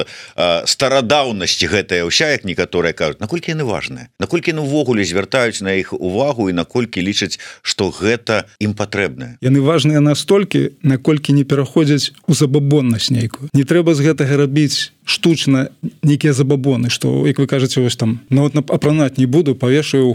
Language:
Belarusian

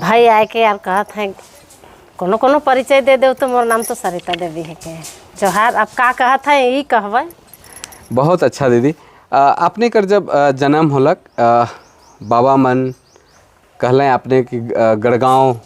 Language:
Sadri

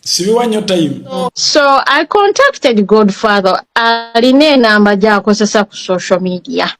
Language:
Ganda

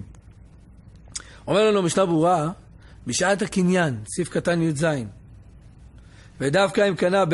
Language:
Hebrew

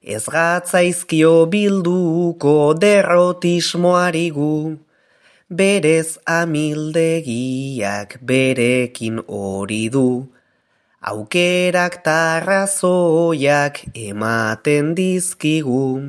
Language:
Basque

